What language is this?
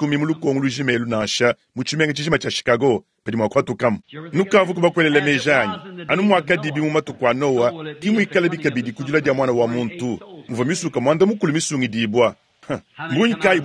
Luba-Lulua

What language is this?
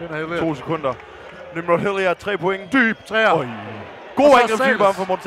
Danish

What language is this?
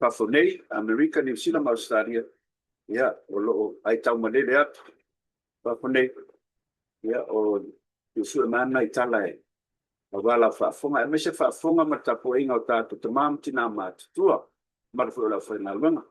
Samoan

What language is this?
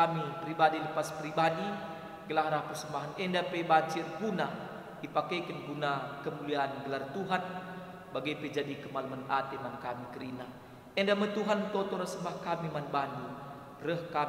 Batak Karo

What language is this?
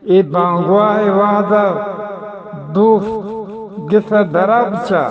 Eastern Balochi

